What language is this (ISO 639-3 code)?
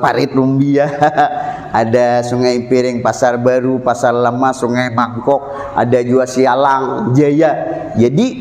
bjn